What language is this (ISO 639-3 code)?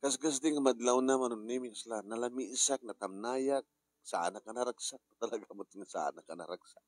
ilo